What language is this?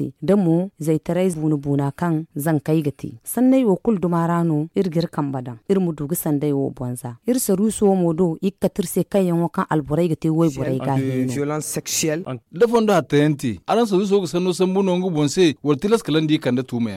Zarma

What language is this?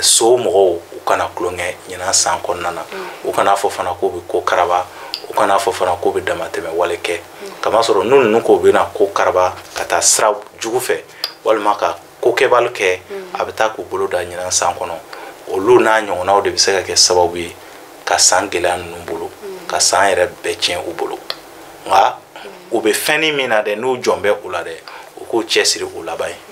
Bambara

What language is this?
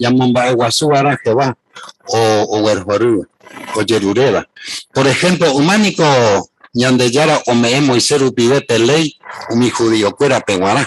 Guarani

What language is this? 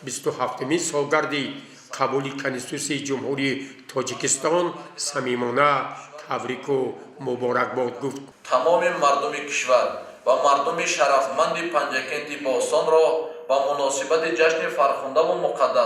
Tajik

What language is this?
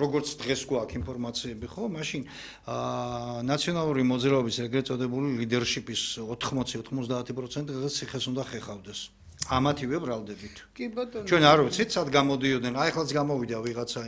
Georgian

